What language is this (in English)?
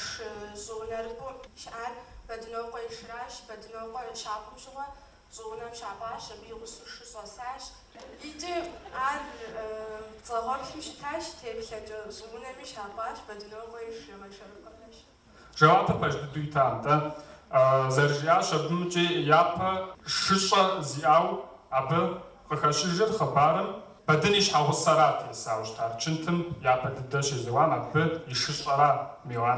Kabardian